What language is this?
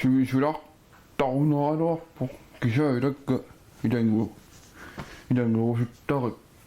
Kalaallisut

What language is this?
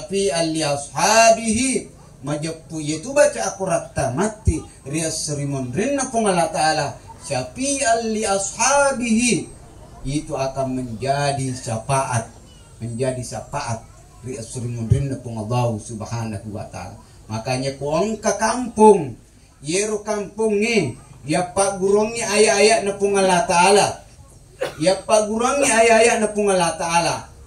Buginese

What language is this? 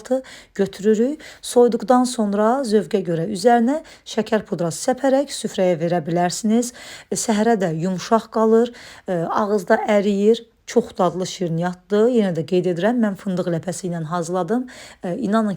Azerbaijani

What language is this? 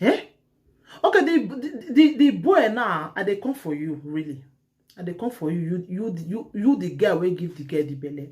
Nigerian Pidgin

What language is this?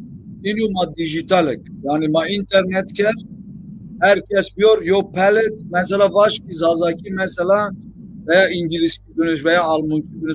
Zaza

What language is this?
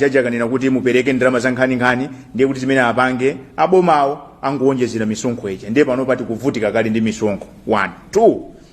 Nyanja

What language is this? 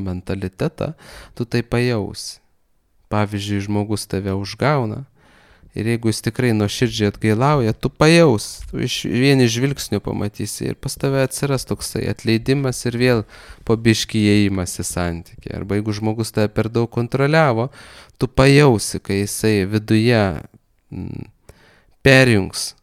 Lithuanian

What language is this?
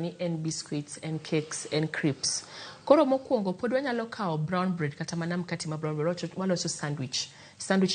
Luo (Kenya and Tanzania)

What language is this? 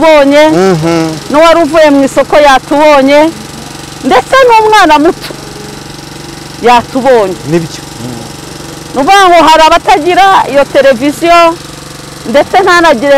Kinyarwanda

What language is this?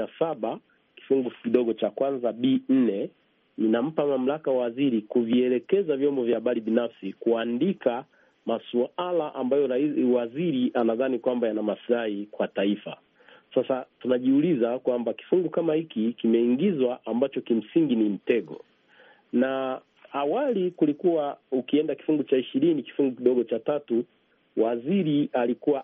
Swahili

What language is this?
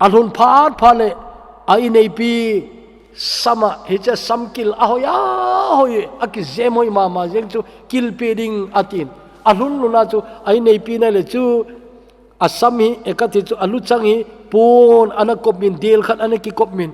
Thado Chin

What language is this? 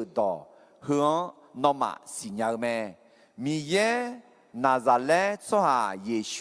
Akha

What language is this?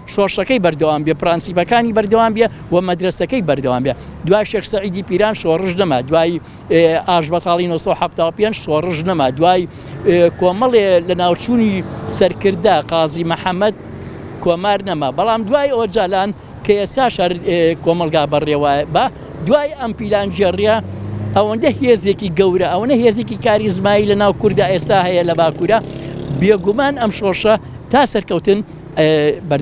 Central Kurdish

